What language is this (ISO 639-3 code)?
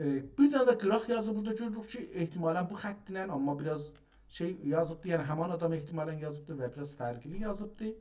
azb